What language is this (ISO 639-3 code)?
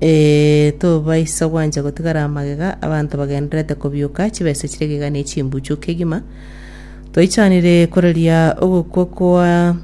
guz